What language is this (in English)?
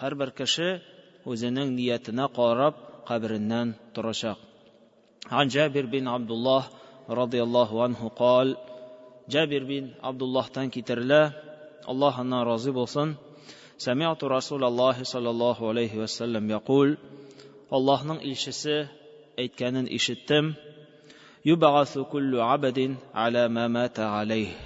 Tatar